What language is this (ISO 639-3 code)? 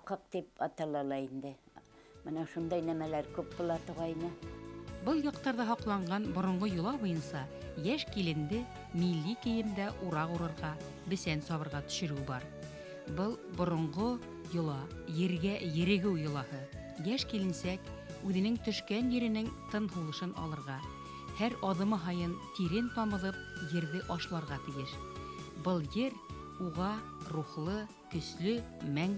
bak